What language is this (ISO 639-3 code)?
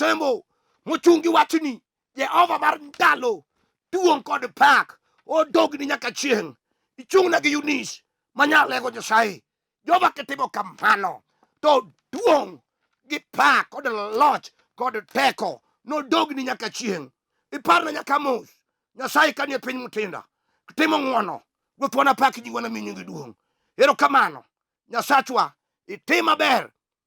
luo